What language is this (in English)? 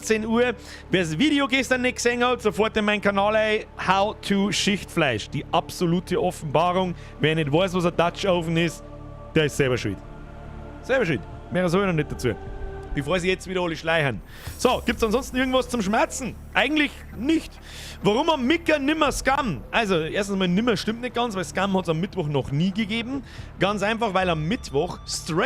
Bavarian